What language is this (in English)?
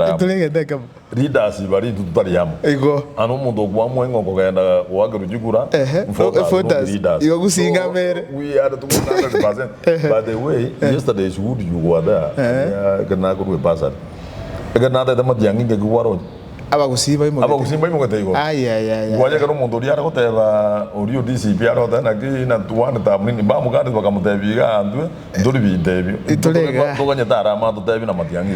Gusii